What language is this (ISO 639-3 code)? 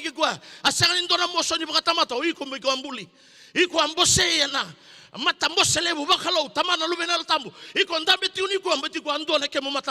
fij